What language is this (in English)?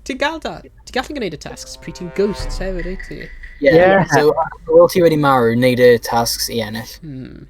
Welsh